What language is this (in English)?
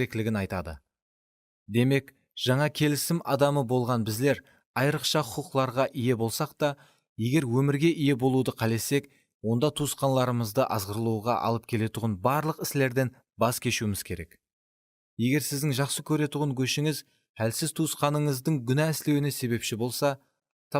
Kara-Kalpak